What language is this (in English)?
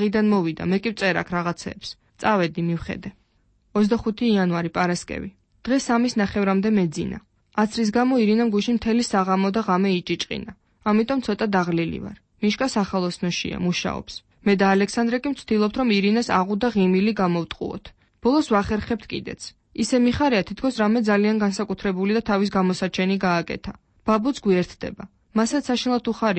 Georgian